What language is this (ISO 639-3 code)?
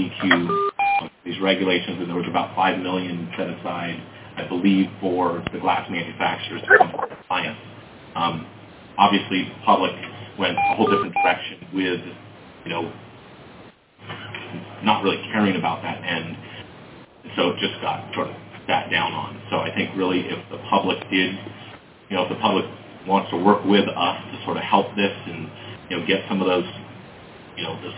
eng